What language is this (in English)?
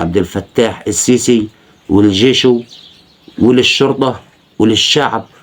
Egyptian Arabic